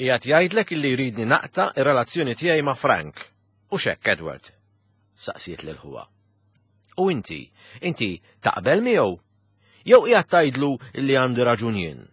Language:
Maltese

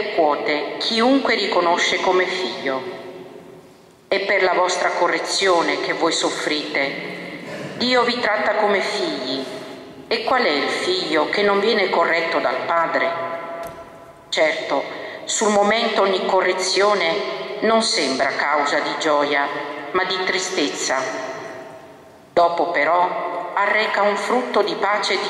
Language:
Italian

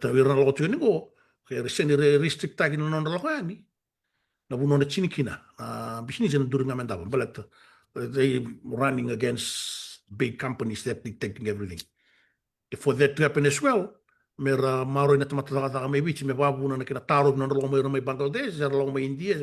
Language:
Fijian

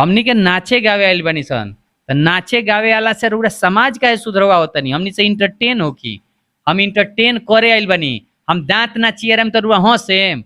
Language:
Bhojpuri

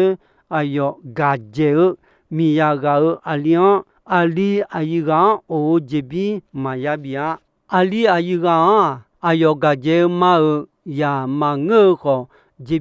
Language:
Akha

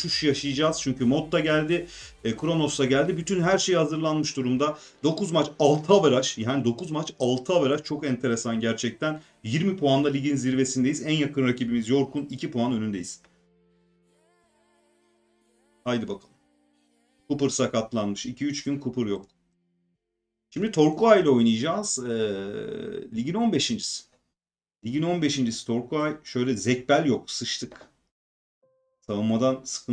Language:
Turkish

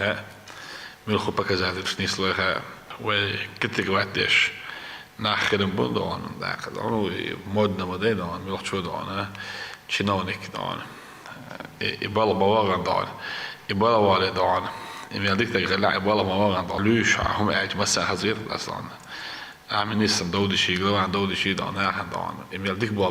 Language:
Chechen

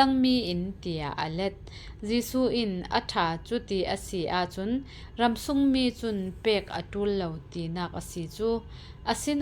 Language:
Falam Chin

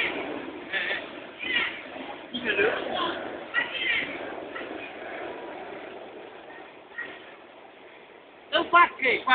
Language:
Indonesian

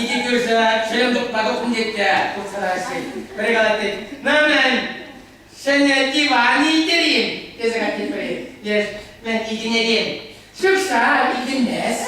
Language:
Chuvash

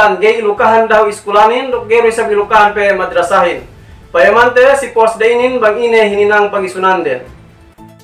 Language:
Yakan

